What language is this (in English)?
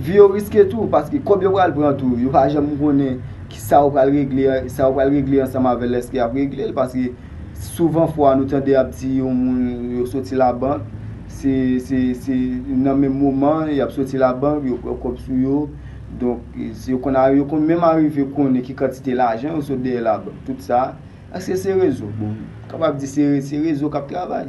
Haitian Creole